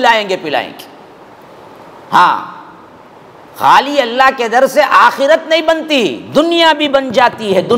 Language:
Urdu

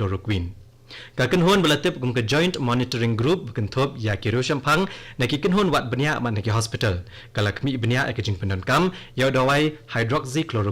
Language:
Khasi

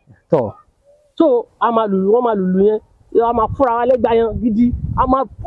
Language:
Yoruba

